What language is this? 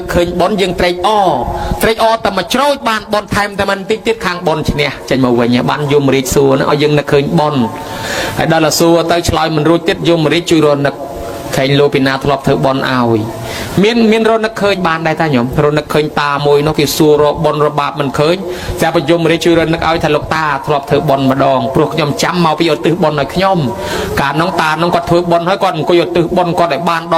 Khmer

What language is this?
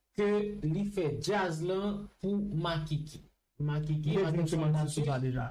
Haitian Creole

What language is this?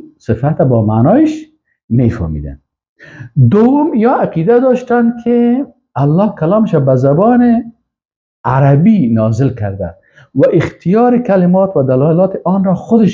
Persian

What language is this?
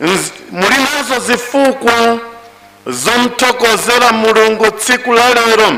Nyanja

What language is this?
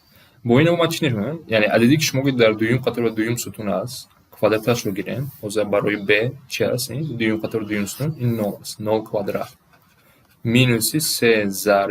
Tajik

